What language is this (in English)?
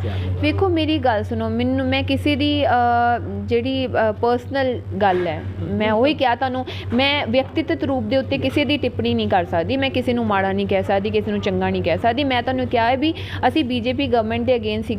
Punjabi